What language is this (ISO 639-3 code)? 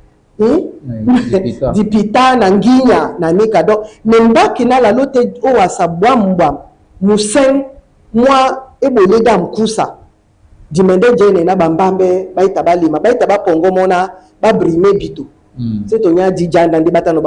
dua